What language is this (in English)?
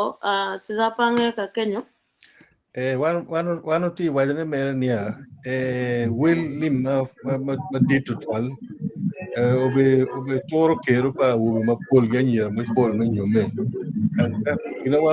Acoli